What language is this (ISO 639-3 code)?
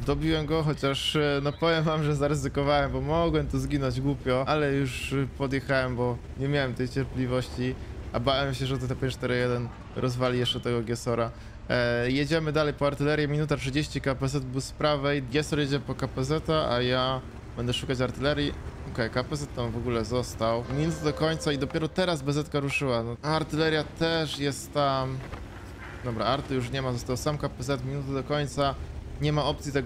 pol